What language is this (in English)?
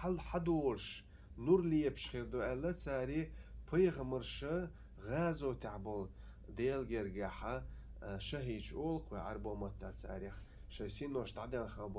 Chechen